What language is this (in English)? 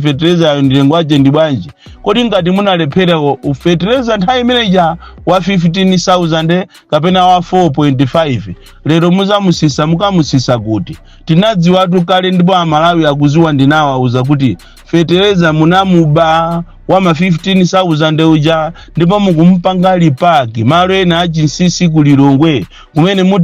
Nyanja